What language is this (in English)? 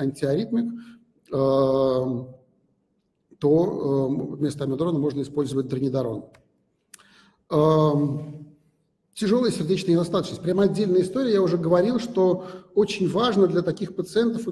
Russian